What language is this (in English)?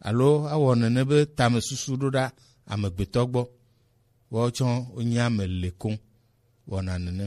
Gen